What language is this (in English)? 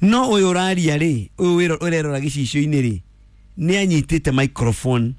Kikuyu